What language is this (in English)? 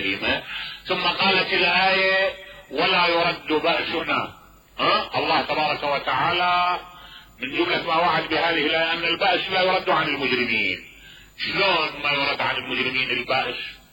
Mesopotamian Arabic